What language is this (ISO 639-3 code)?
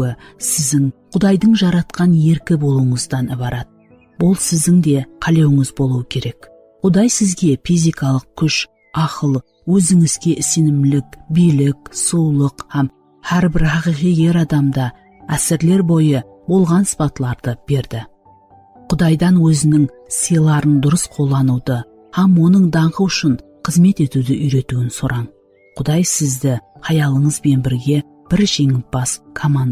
kaa